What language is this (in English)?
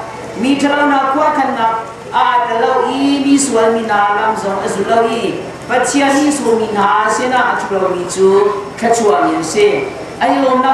Hakha Chin